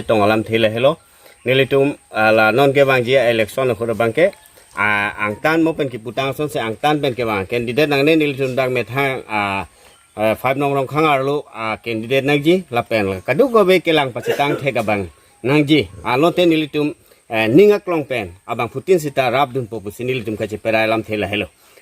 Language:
Karbi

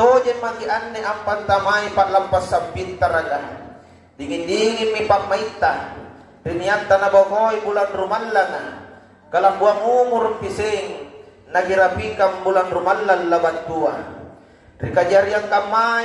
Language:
Makasar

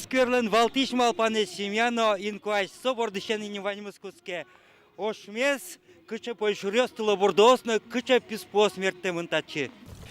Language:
Udmurt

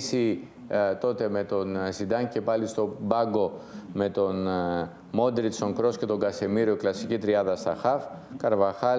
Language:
Greek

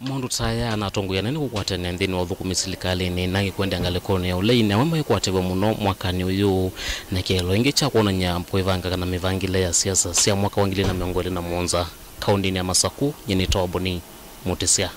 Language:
Kamba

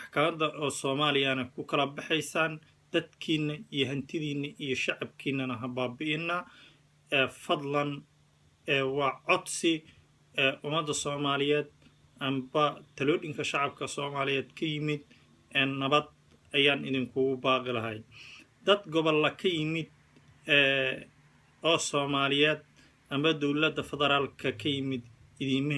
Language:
Somali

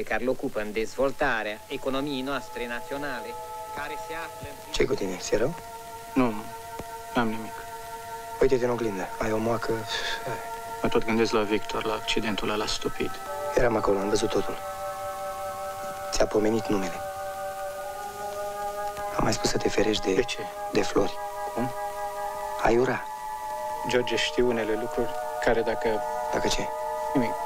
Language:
Romanian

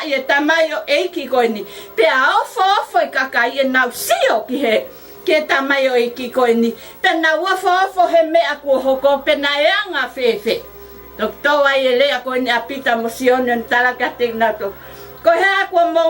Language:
Tongan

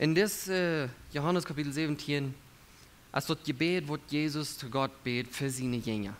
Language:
Plautdietsch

